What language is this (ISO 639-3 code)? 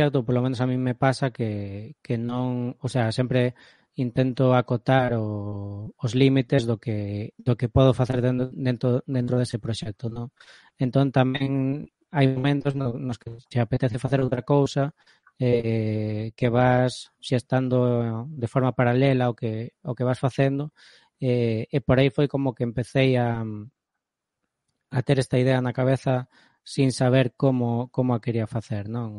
glg